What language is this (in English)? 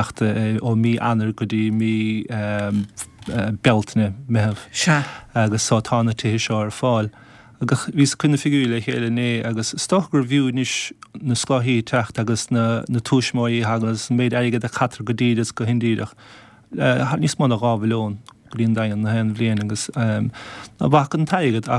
Irish